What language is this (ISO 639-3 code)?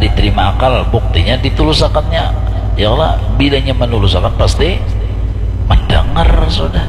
bjn